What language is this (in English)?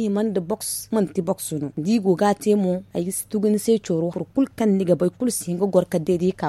Zarma